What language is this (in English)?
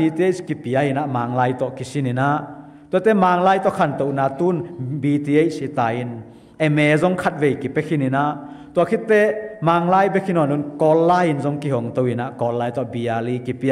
Tedim Chin